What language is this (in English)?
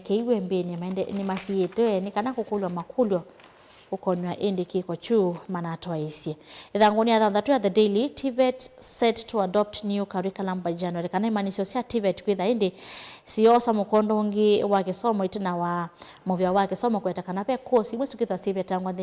Kamba